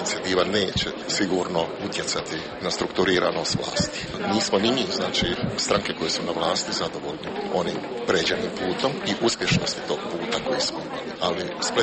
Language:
Bosnian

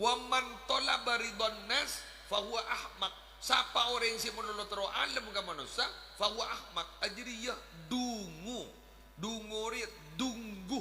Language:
Madurese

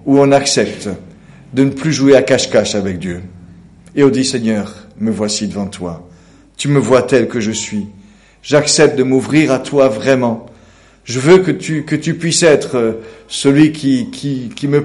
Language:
French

